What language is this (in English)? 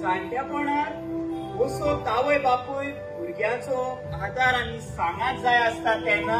Konkani